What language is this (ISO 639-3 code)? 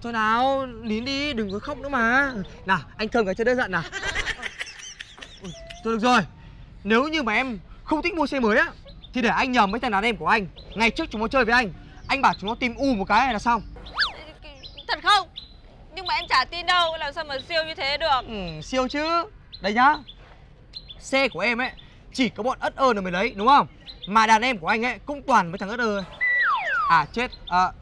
vie